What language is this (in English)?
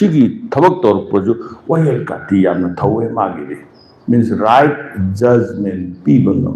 Manipuri